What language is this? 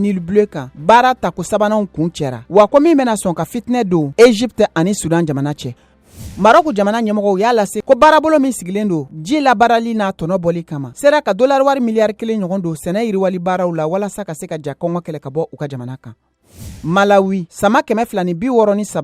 Bambara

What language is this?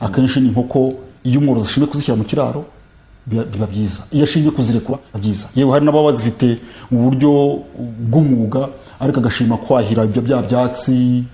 Kinyarwanda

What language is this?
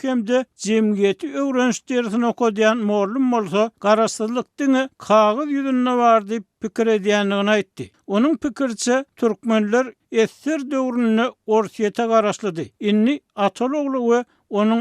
Turkmen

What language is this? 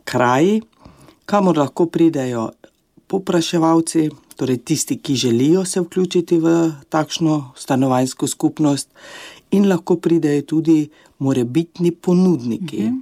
Slovenian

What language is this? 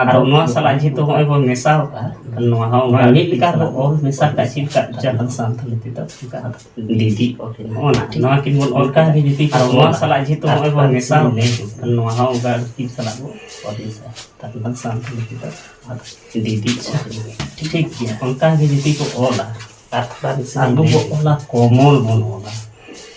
Santali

